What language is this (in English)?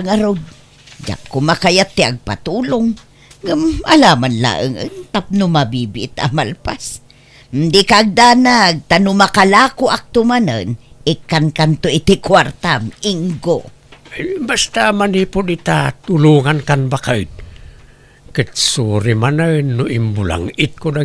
Iloko